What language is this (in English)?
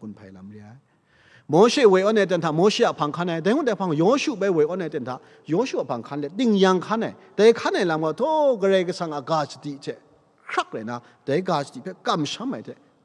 Kachin